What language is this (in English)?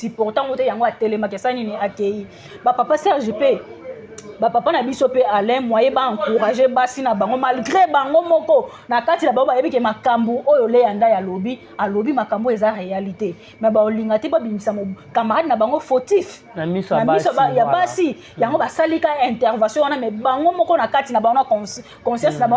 Lingala